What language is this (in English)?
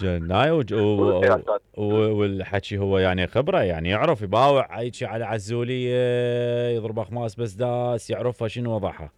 Mesopotamian Arabic